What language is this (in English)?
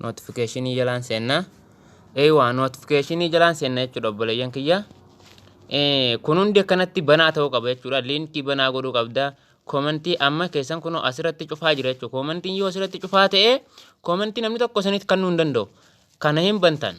Oromo